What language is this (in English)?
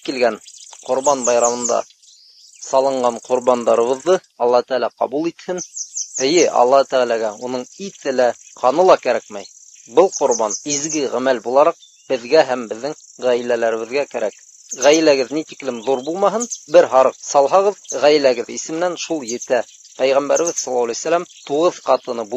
Bashkir